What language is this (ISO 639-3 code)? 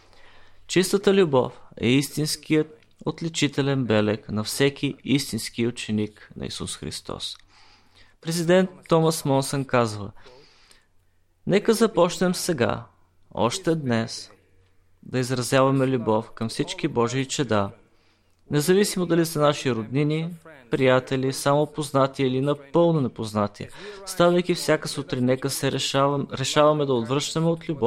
bul